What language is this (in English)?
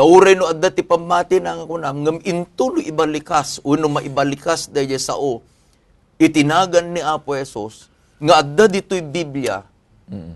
Iloko